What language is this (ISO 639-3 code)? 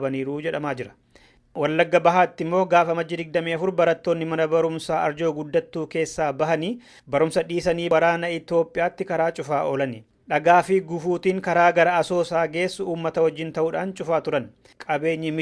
orm